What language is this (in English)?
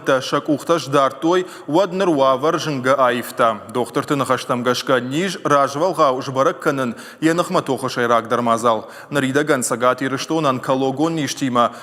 Ossetic